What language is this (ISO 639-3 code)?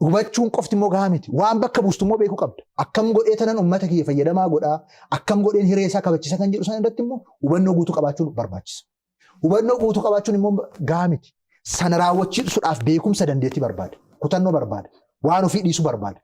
orm